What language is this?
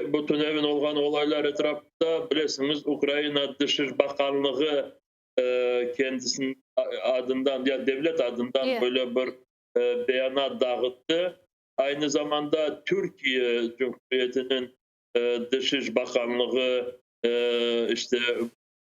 Crimean Tatar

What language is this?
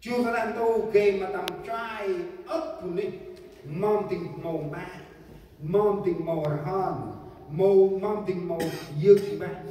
Central Mnong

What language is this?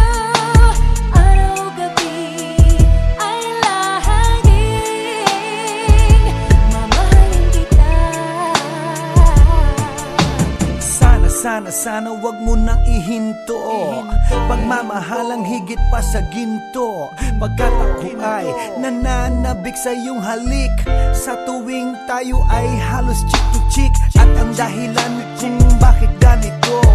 Filipino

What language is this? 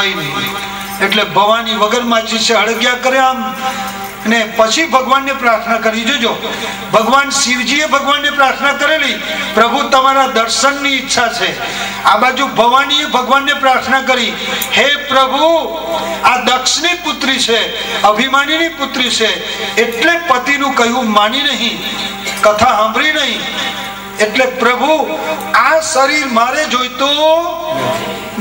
Gujarati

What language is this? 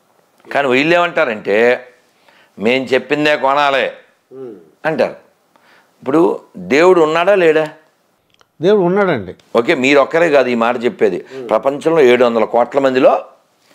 Telugu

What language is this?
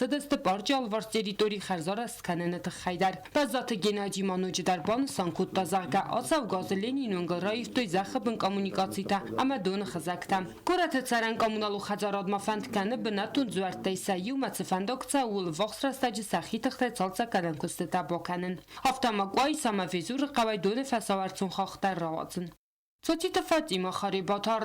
Ossetic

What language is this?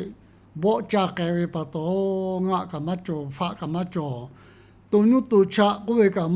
Lahu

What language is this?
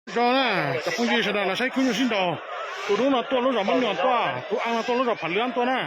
Hmong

